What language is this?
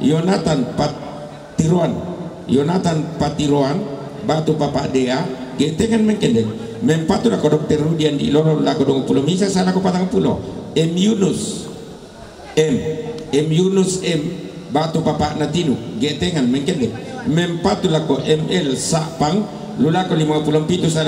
Toraja-Sa'dan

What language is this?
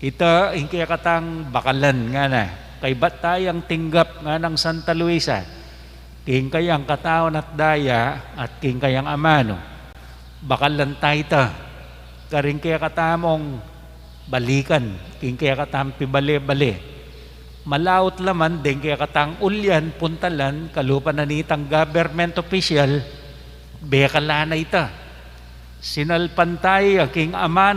Pampanga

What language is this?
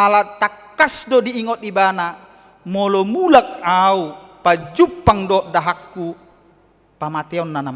Batak Toba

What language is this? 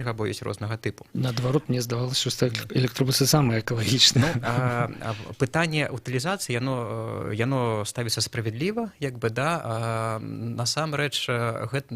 Belarusian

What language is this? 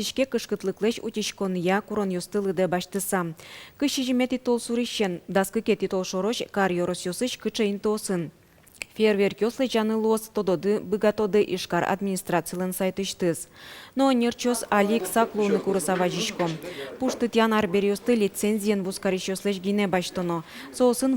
Udmurt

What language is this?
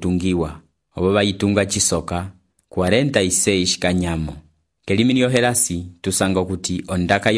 Umbundu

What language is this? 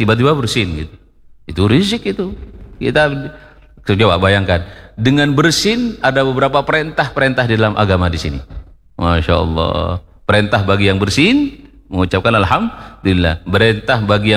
Indonesian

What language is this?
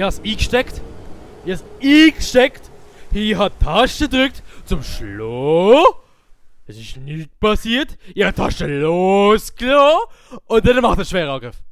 Swiss German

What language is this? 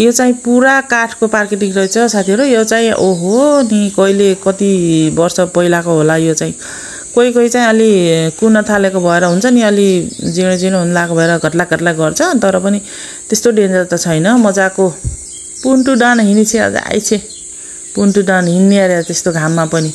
Nepali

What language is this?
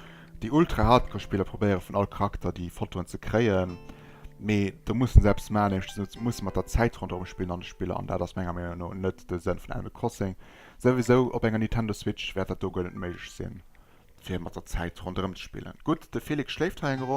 Luxembourgish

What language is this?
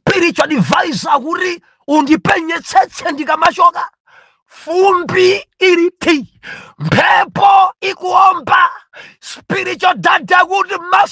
Nyanja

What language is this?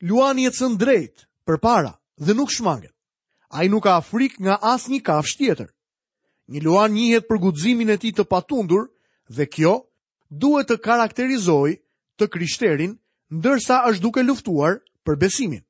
Albanian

